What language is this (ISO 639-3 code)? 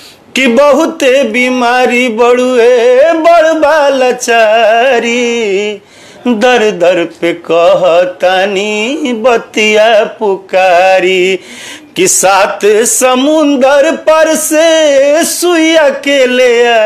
bho